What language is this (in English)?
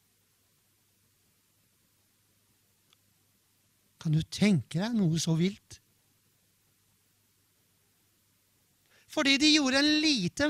Norwegian